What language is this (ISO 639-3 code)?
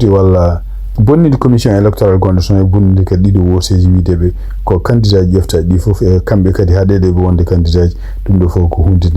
ful